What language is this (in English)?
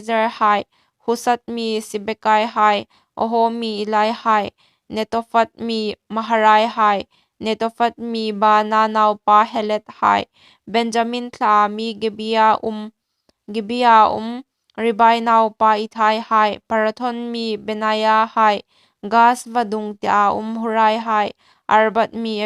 Hmar